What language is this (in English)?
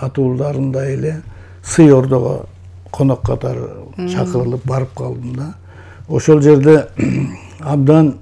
Kyrgyz